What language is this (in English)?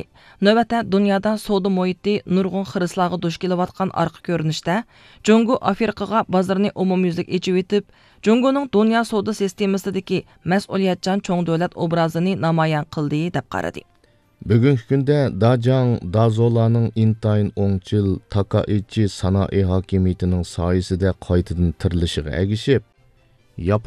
Uyghur